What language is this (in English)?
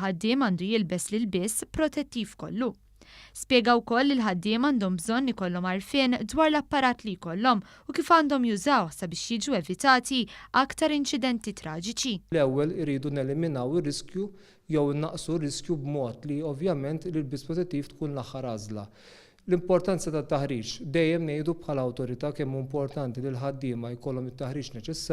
Maltese